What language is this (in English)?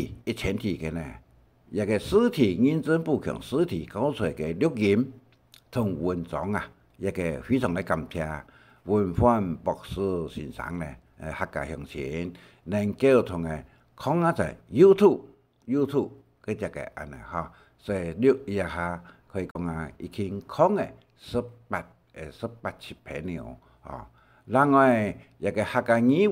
Hakka Chinese